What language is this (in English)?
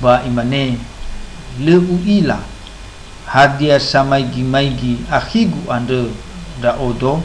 Nias